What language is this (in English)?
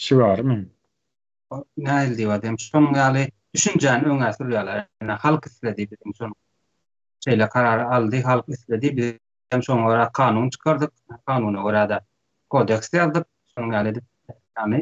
Turkmen